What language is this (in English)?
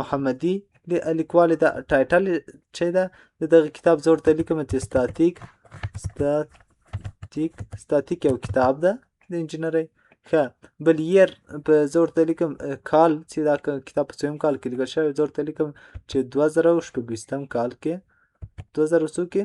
Pashto